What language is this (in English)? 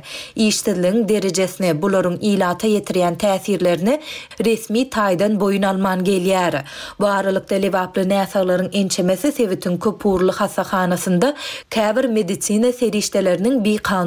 Turkmen